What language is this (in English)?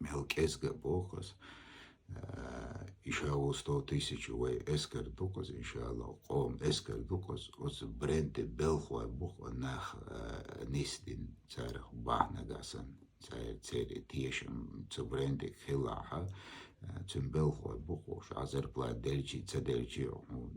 Chechen